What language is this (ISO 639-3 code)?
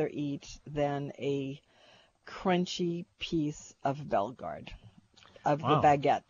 eng